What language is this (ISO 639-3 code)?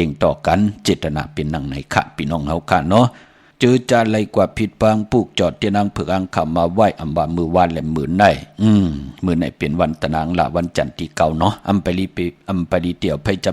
shn